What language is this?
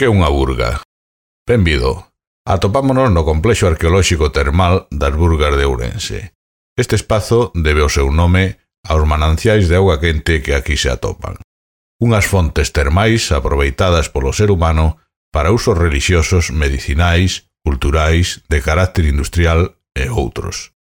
Galician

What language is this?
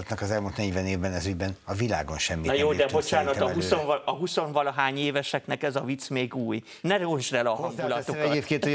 Hungarian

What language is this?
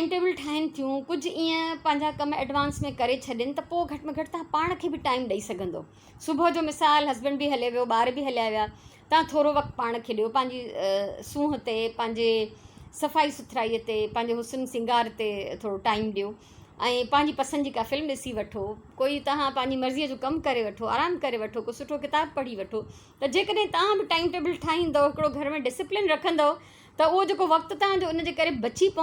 Sindhi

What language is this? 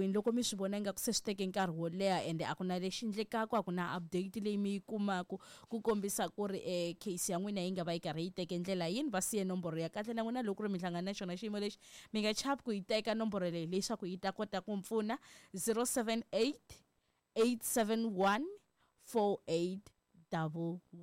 Tsonga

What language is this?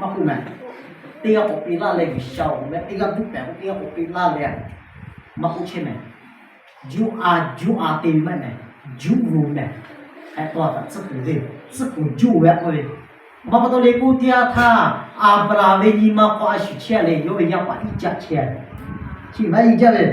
Lahu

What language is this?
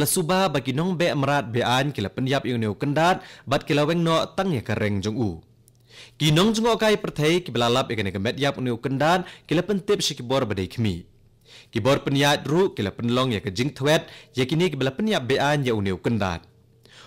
Khasi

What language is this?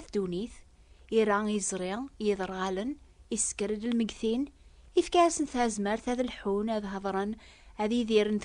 Kabyle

